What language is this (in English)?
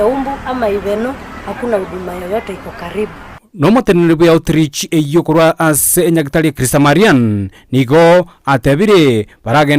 Gusii